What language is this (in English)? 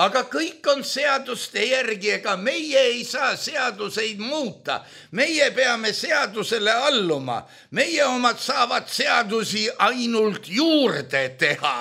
Estonian